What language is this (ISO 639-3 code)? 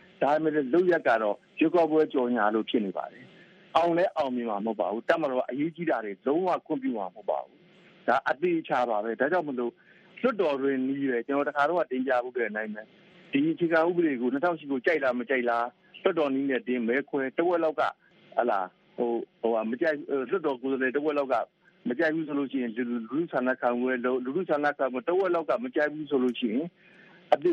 mya